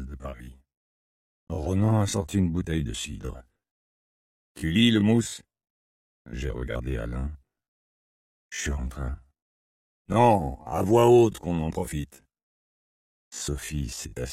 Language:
French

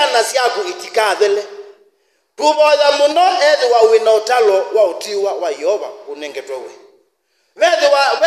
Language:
Kamba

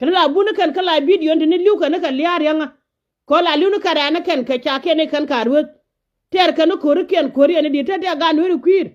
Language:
Nuer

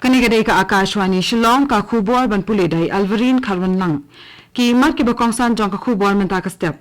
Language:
Khasi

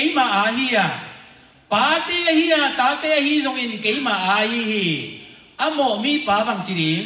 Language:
Tedim Chin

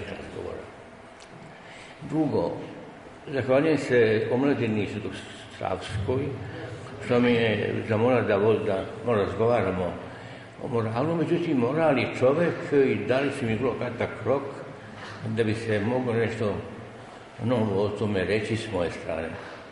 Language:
Serbian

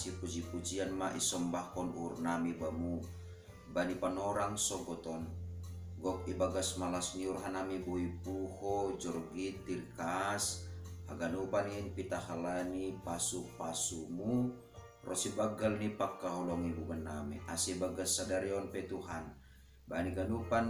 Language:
Batak Simalungun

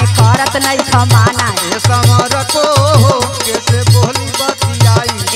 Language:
Bhojpuri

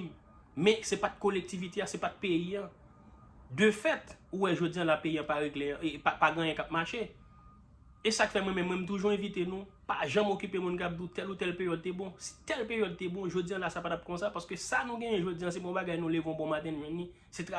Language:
Haitian Creole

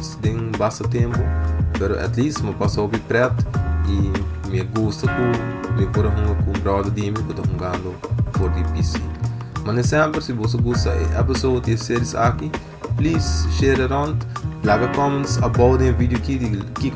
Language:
Papiamento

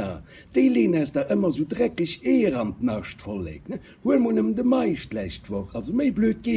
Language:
Luxembourgish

